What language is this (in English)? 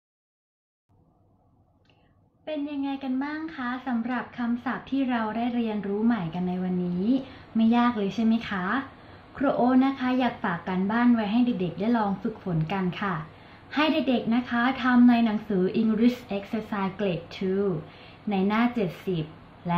Thai